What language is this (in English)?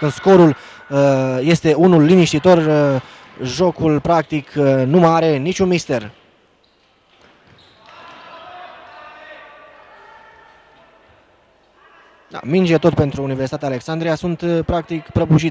Romanian